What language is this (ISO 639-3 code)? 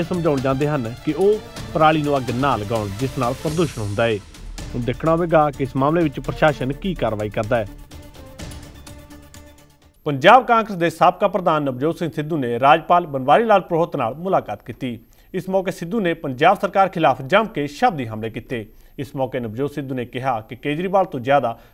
pan